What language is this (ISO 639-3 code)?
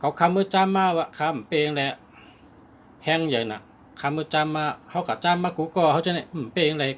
shn